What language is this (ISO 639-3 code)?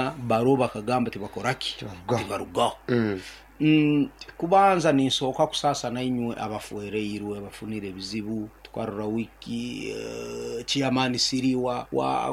nyo